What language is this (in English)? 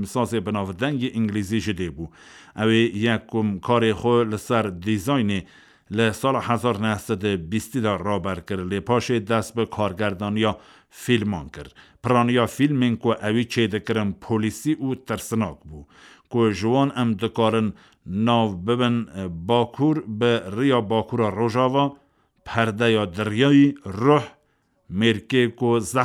Kurdish